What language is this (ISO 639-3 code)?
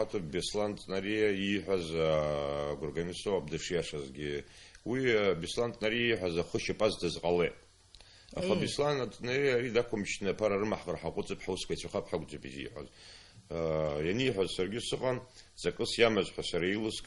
abk